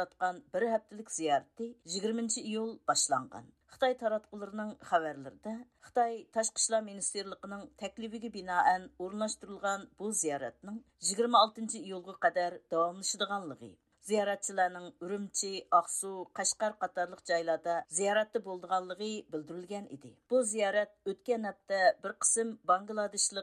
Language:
Uyghur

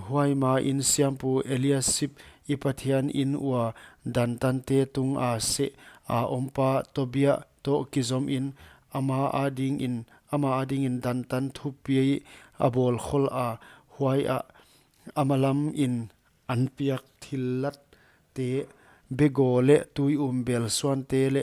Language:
Paite Chin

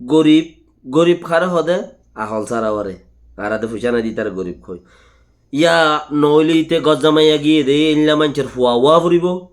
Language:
Rohingya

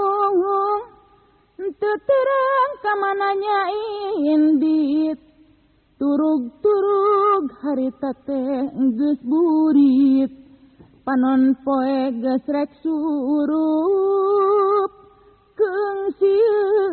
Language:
Sundanese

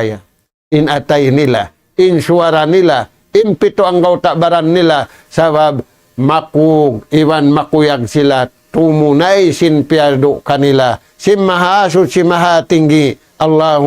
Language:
Tausug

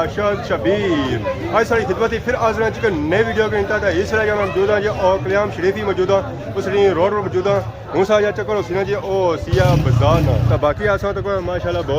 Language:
Pahari-Potwari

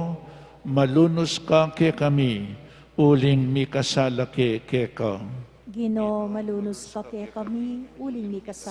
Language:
Pampanga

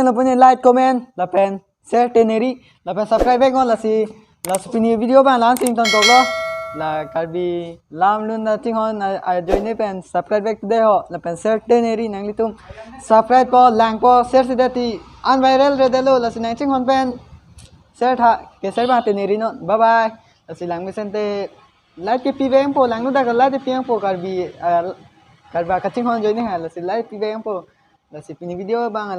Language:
Karbi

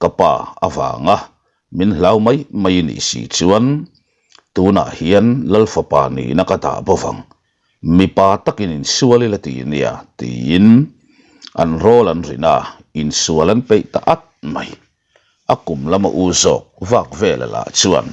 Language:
Mizo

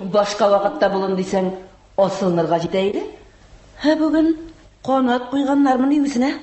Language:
Tatar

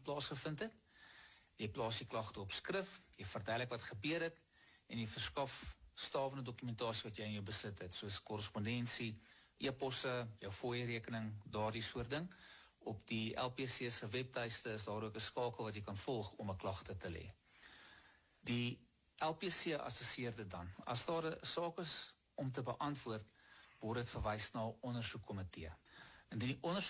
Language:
Afrikaans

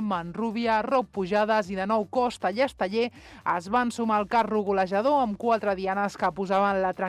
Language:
Catalan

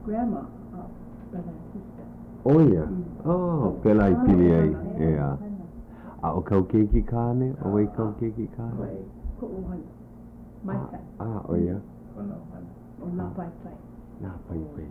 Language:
Hawaiian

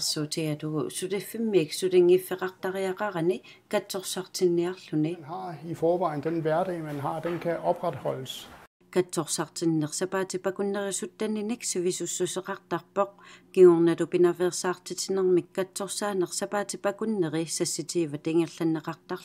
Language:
Kalaallisut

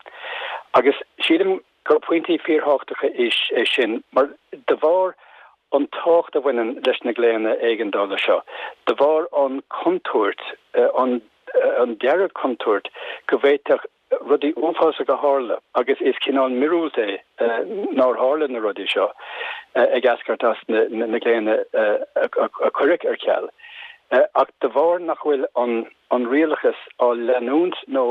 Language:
Irish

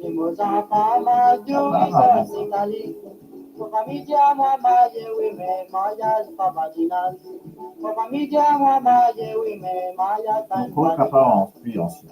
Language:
Morisyen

